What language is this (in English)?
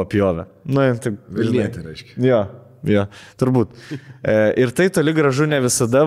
Lithuanian